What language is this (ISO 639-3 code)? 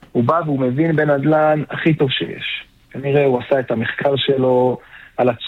heb